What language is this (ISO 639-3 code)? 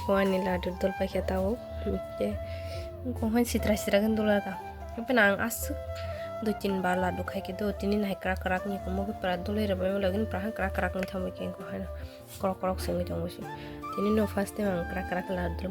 trp